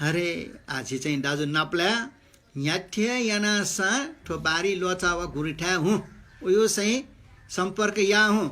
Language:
Newari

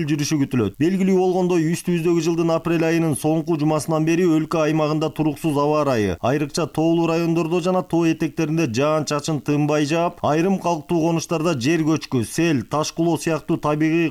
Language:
Kyrgyz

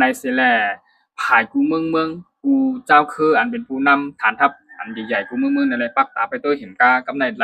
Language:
Shan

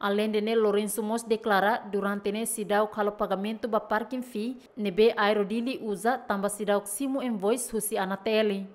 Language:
Tetum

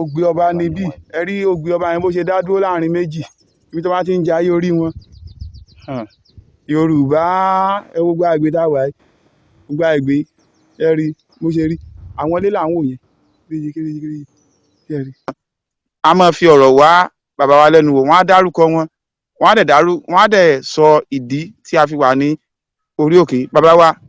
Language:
Yoruba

